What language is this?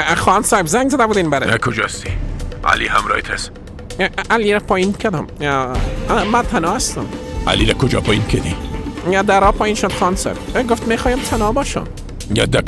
Persian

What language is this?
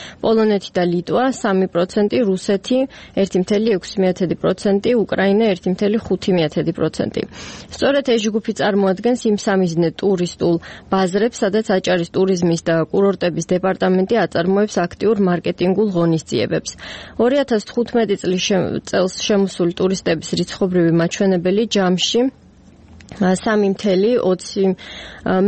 Georgian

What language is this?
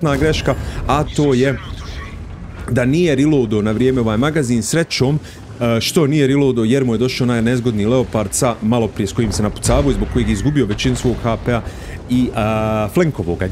Croatian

